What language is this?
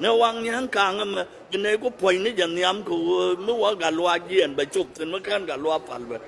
Nuer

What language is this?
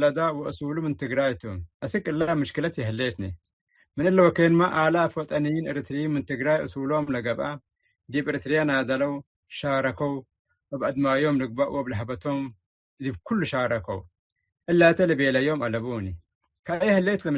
Tigre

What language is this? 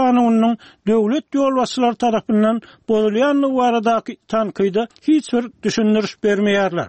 Turkmen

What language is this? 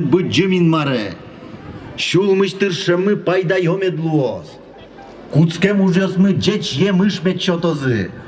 Udmurt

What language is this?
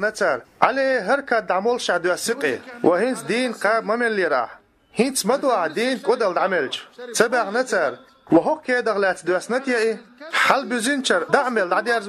Chechen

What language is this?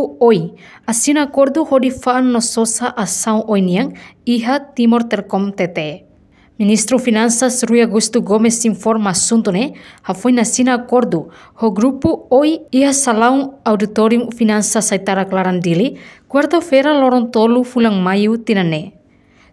Tetum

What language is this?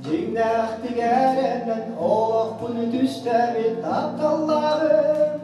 Yakut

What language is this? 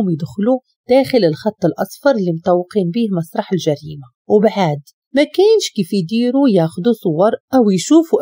Moroccan Arabic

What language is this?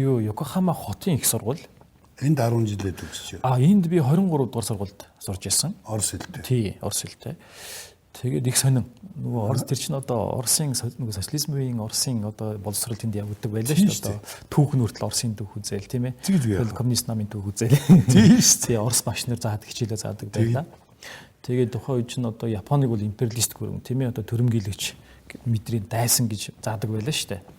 Mongolian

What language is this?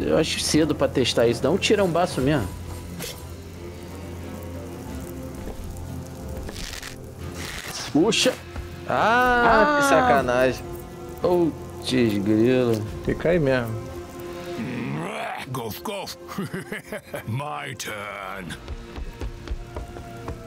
Portuguese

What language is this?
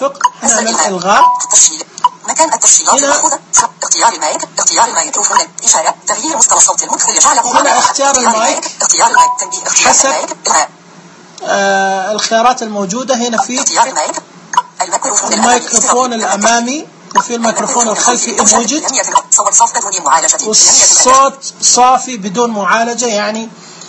Najdi Arabic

